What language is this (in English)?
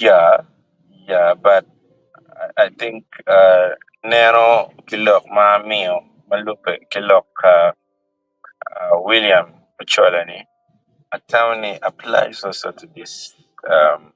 Acoli